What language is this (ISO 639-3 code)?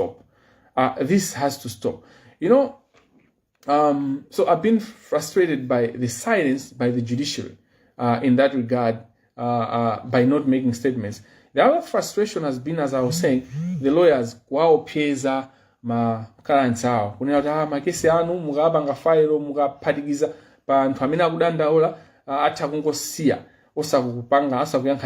nya